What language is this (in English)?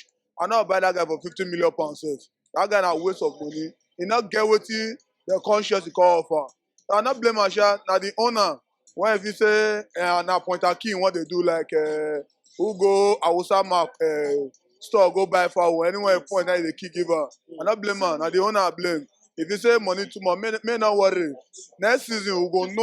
Nigerian Pidgin